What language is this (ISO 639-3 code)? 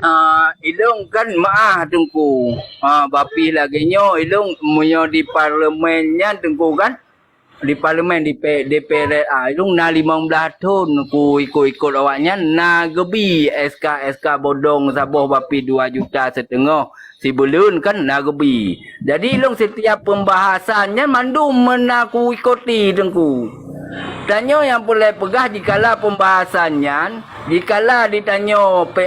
ace